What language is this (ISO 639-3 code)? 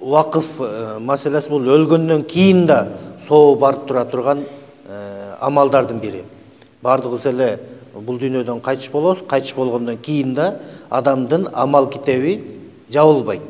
kir